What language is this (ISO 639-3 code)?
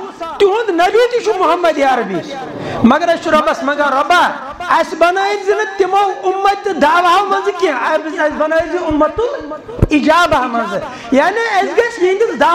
kas